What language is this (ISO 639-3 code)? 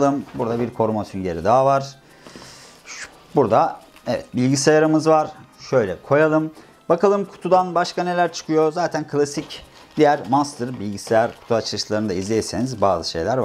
tur